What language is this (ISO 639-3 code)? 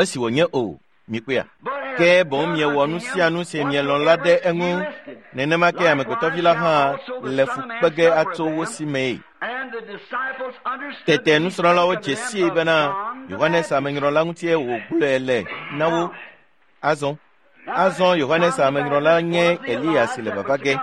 ewe